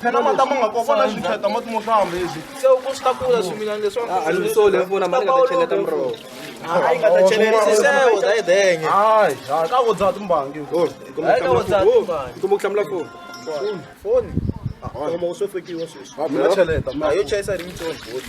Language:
Tsonga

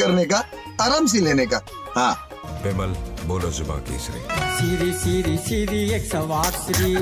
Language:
Chhattisgarhi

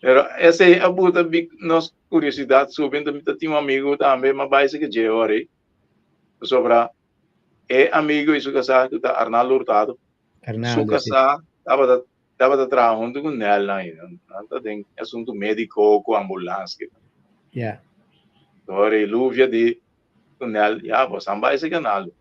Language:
Papiamento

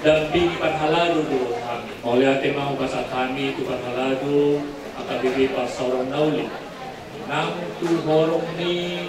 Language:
Batak Toba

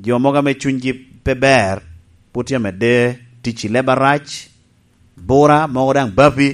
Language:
Lango (Uganda)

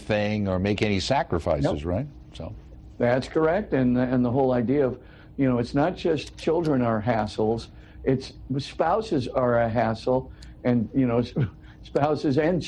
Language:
English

